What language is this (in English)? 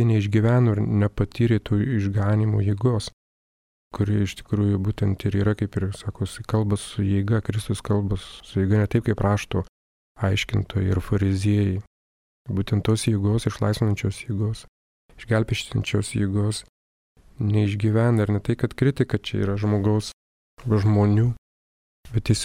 Lithuanian